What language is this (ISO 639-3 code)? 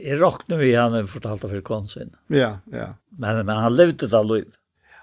fao